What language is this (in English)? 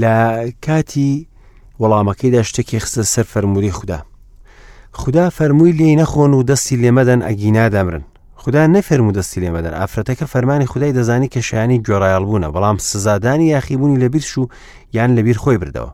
Central Kurdish